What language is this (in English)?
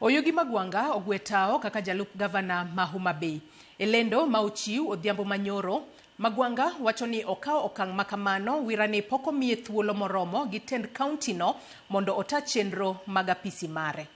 Luo (Kenya and Tanzania)